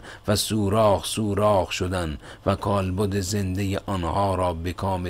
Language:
Persian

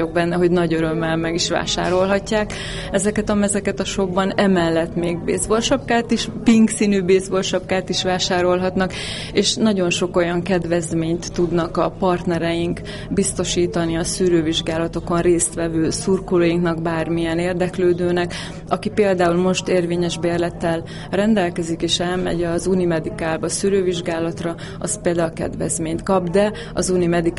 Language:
Hungarian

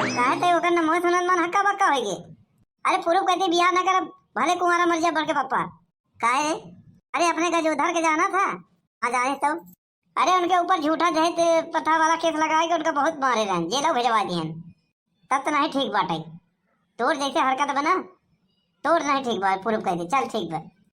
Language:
Awadhi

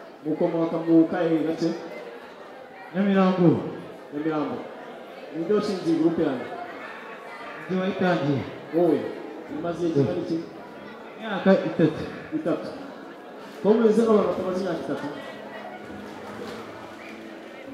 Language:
Kinyarwanda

